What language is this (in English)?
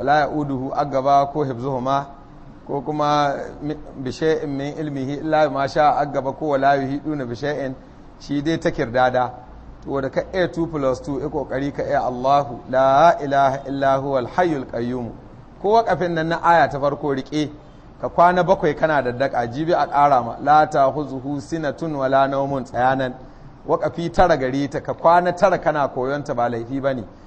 Hausa